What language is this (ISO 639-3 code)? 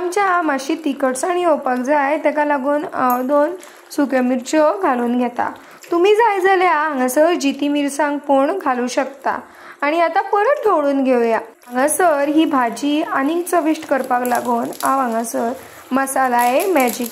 kok